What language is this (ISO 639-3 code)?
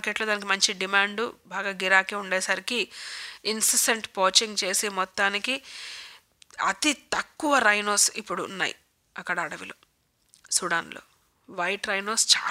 tel